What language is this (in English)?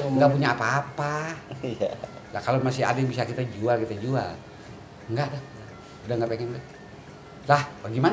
Betawi